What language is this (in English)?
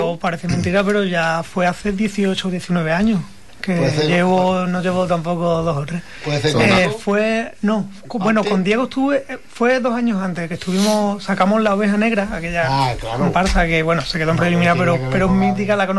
Spanish